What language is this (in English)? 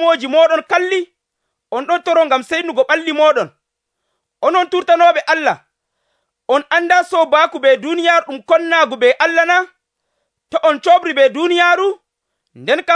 Nigerian Fulfulde